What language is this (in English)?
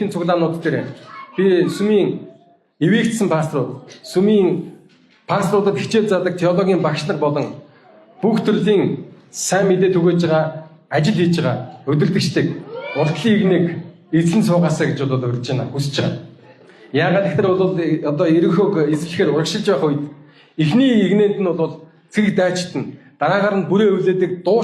Mongolian